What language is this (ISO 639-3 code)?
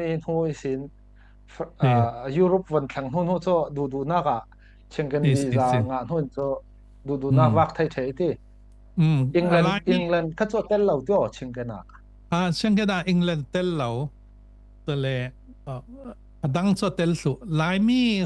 cfm